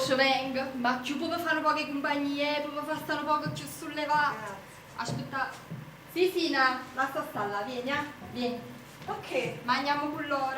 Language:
Neapolitan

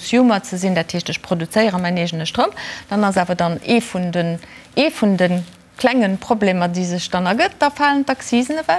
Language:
Luxembourgish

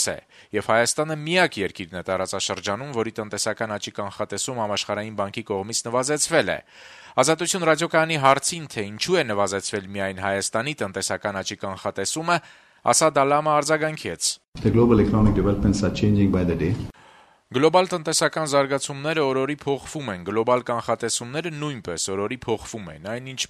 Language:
Armenian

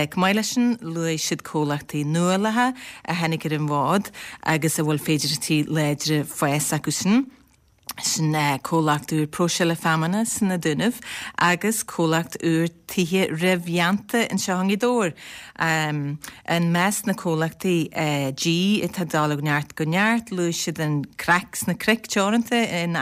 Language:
Irish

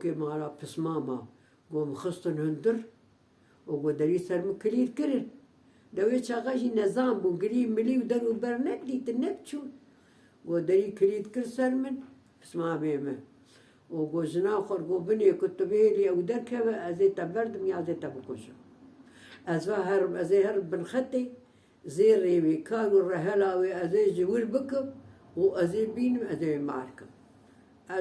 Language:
Kurdish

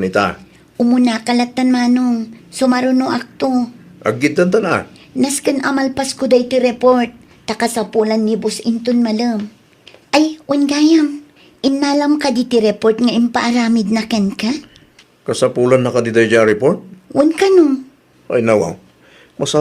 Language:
Iloko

